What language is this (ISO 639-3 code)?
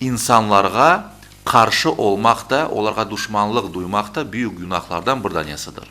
crh